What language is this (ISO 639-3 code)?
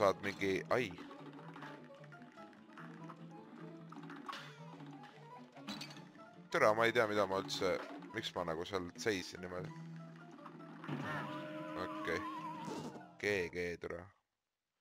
est